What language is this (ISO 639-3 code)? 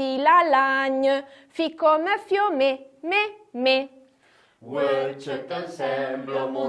frp